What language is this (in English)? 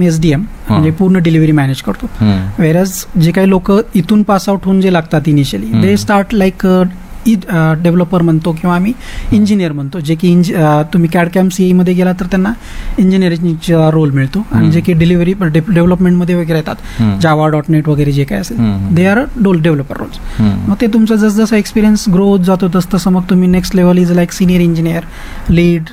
Marathi